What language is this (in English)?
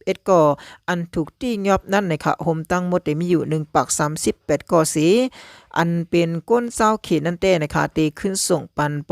Shan